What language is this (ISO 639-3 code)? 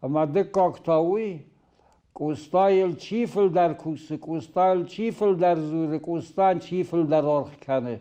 oss